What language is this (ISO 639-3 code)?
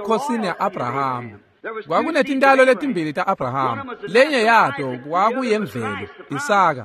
ssw